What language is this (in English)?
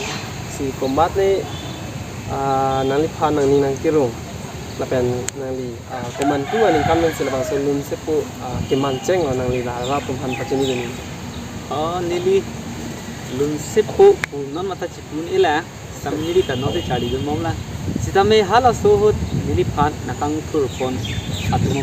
Karbi